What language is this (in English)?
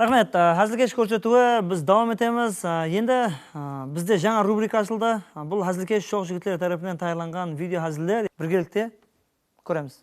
Kara-Kalpak